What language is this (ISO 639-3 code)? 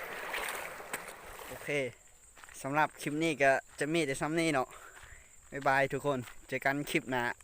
lao